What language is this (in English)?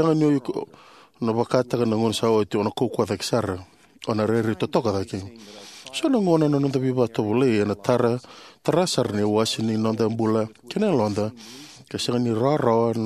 Fijian